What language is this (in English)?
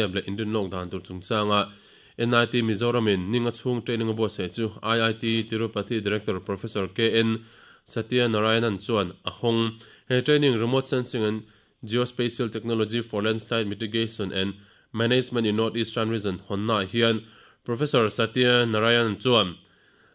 Mizo